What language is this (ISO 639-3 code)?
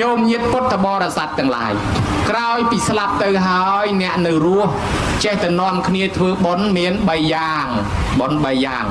khm